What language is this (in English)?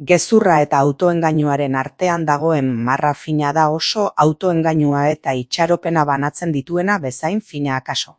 Basque